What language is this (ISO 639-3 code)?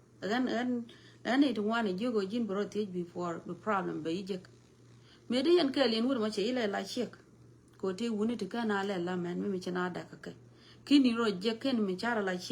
nus